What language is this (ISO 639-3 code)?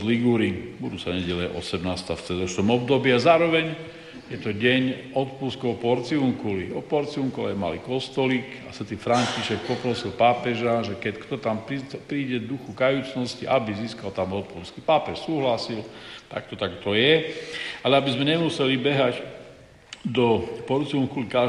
slk